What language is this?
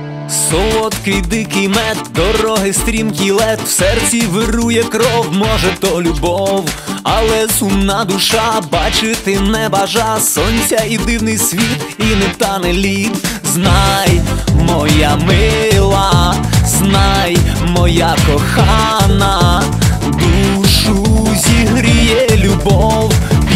Ukrainian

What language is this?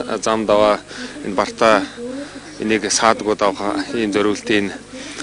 Mongolian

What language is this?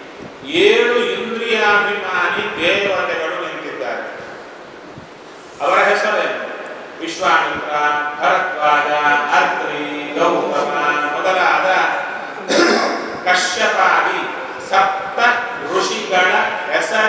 Kannada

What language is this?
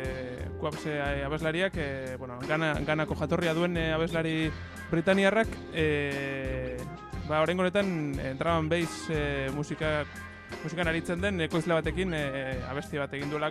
Basque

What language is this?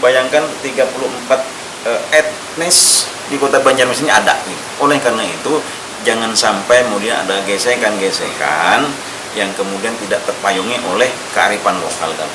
Banjar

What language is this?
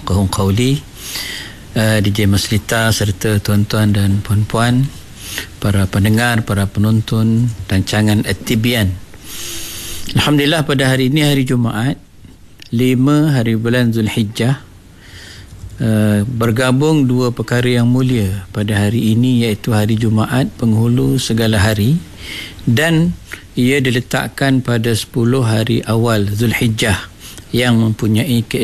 Malay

